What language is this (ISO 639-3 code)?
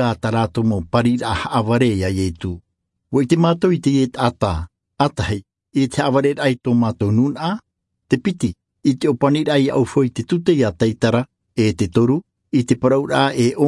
tah